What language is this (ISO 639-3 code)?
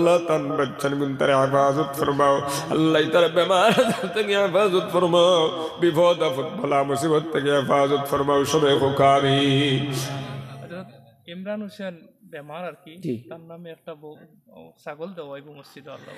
syl